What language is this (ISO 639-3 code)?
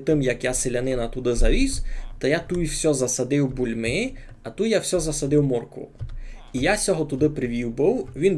rue